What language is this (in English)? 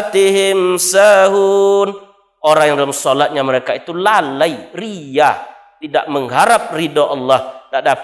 Minangkabau